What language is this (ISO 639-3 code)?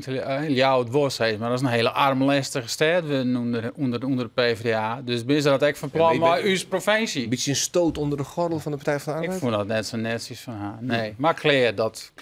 fry